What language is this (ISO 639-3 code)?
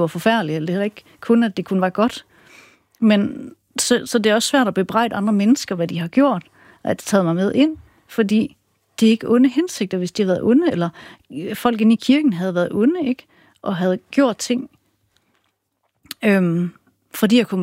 dan